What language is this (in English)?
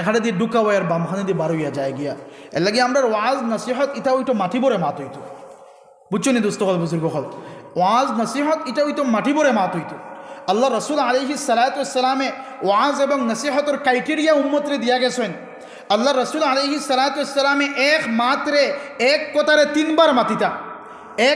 Sylheti